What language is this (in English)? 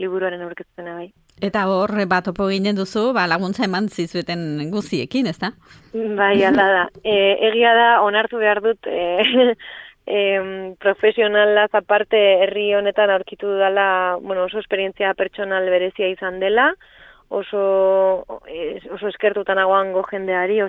Basque